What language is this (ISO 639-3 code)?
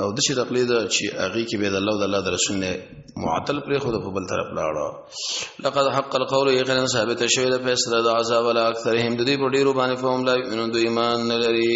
pus